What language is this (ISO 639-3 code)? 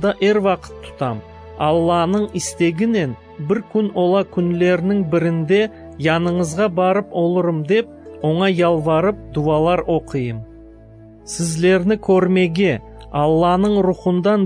crh